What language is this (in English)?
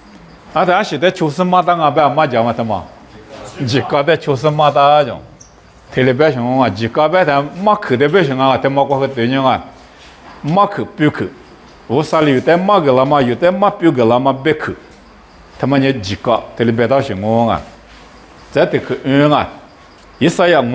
Lisu